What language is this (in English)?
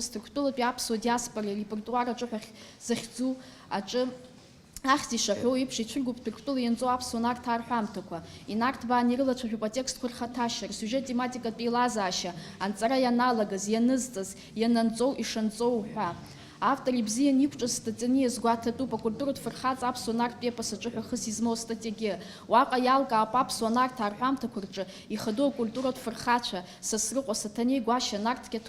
Abkhazian